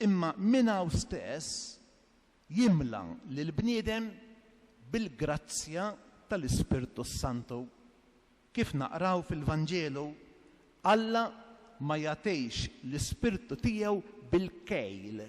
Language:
Maltese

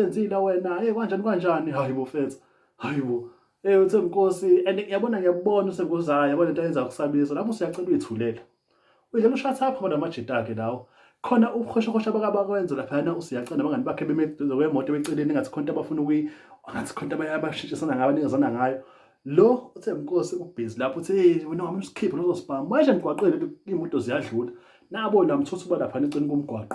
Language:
Zulu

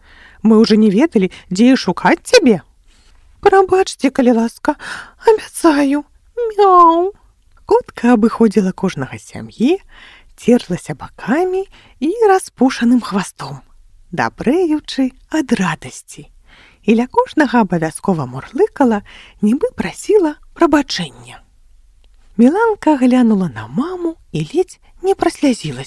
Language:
Belarusian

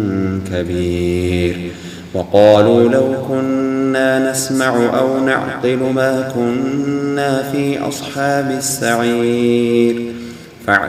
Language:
Arabic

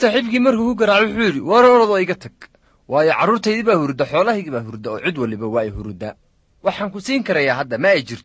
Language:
Somali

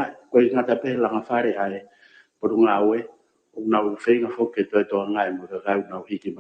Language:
Tongan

